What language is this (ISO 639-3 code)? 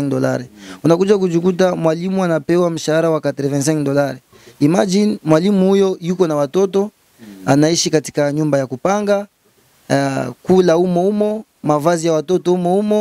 swa